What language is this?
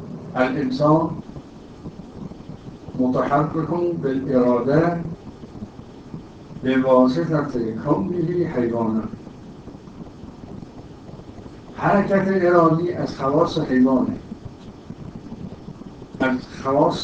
Persian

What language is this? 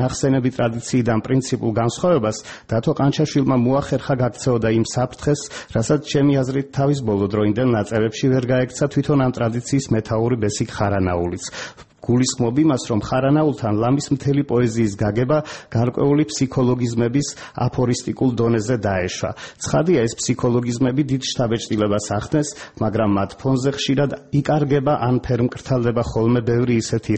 Georgian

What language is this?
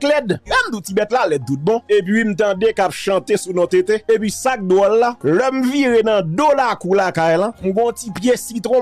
Haitian Creole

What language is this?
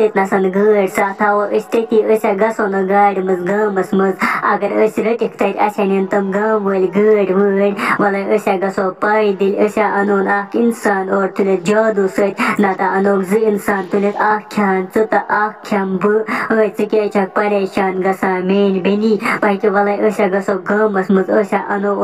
Kashmiri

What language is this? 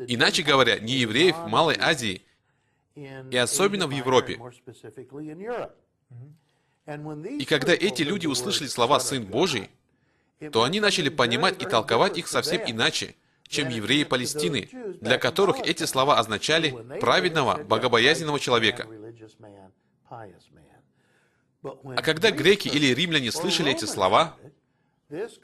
Russian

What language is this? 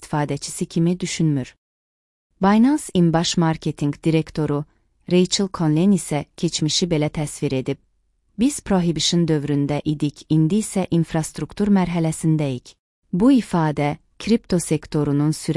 Azerbaijani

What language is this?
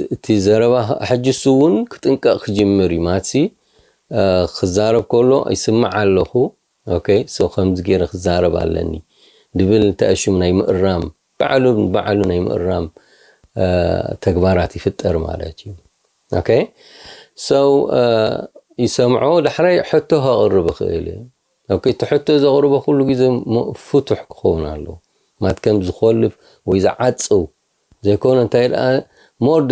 Tigrinya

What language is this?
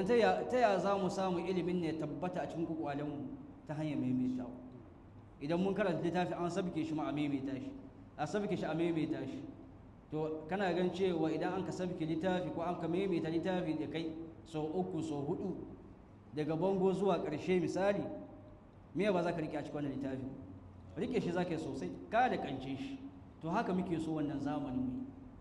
Hausa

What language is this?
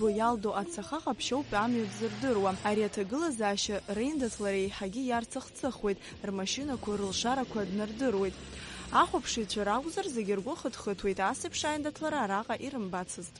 Abkhazian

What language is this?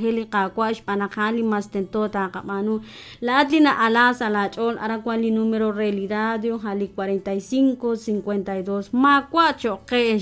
Kekchí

